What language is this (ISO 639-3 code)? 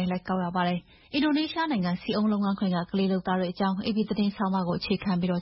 mya